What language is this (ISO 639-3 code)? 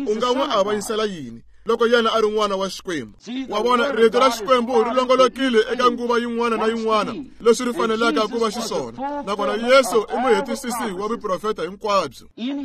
tso